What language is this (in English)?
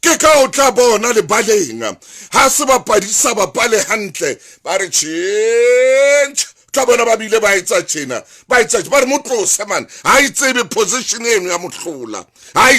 Southern Sotho